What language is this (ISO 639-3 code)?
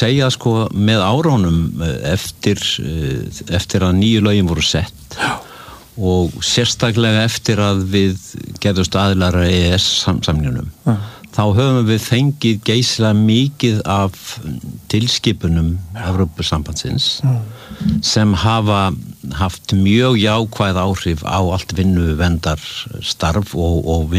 isl